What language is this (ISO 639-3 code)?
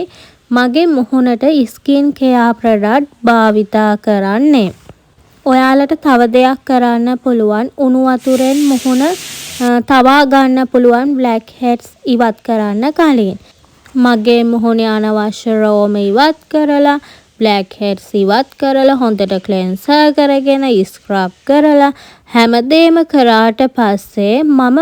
sin